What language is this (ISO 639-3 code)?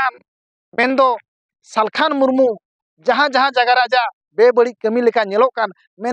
sat